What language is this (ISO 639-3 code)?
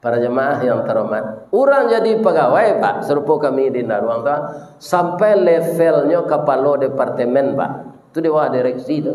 min